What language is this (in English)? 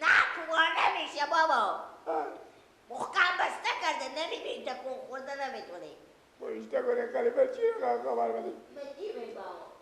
Persian